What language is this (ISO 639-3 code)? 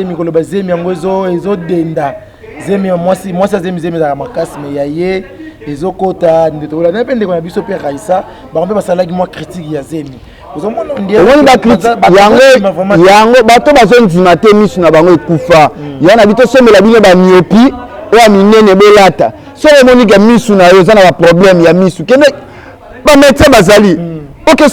lin